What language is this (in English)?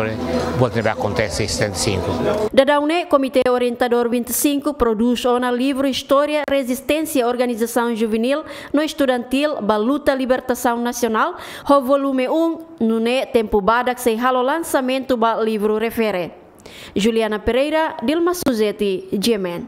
Tetum